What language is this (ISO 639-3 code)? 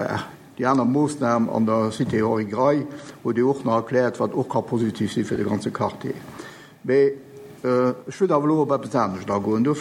ltz